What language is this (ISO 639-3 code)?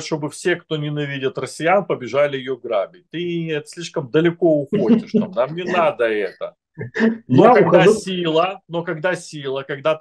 rus